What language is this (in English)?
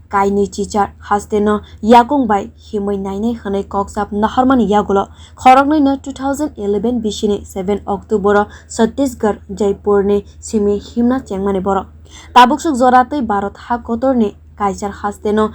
Kok Borok